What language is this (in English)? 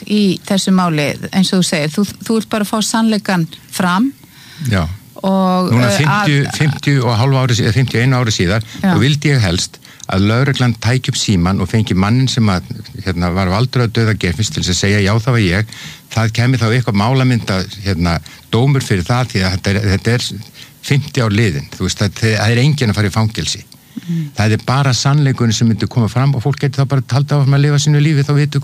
Icelandic